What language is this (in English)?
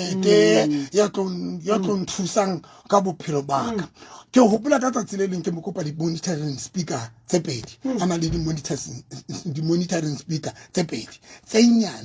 Southern Sotho